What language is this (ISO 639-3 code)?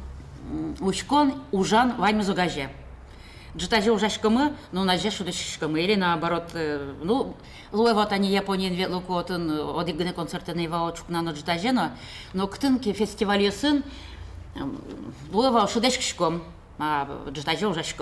udm